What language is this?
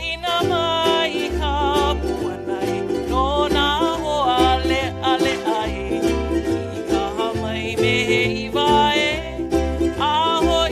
Hawaiian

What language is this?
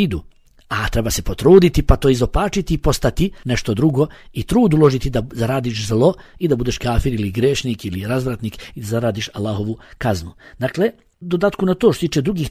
Bosnian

